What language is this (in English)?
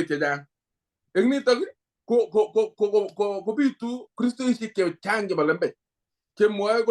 Kalenjin